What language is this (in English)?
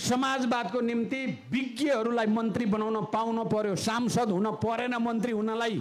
Nepali